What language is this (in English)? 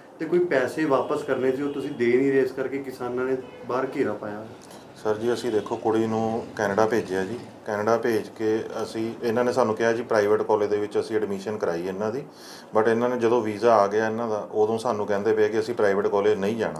Punjabi